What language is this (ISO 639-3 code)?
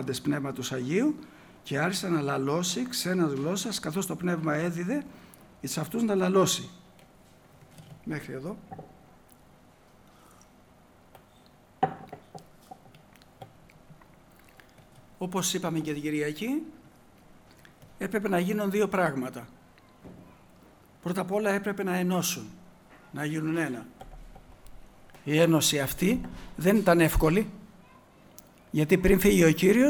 ell